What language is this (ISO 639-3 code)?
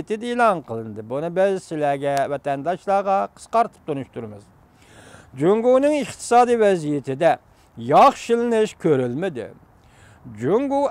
uig